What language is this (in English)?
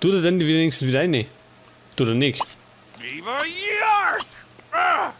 Bavarian